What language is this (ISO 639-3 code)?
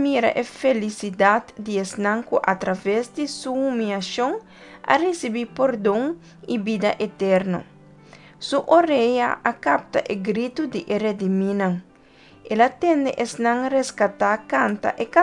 pap